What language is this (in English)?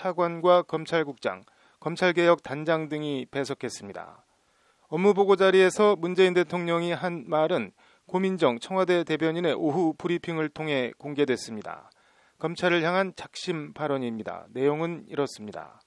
Korean